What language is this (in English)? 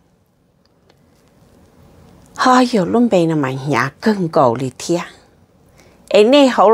Vietnamese